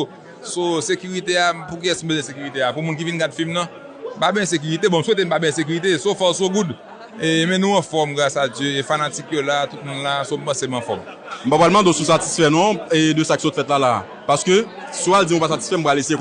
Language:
Haitian Creole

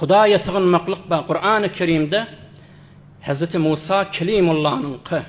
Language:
Turkmen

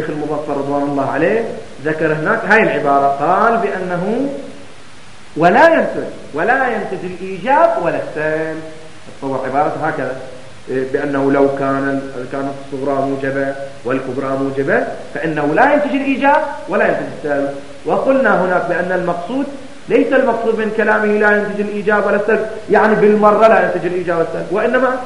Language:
Arabic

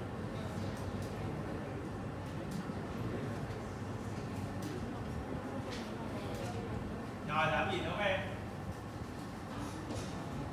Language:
Vietnamese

